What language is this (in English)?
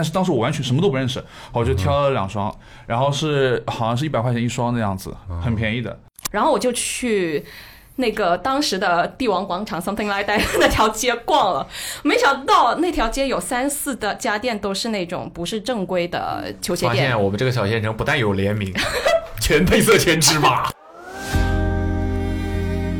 Chinese